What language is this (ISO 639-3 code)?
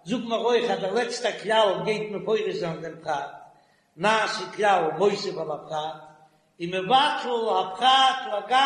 yid